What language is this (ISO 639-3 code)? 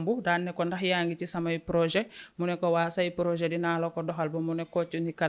wol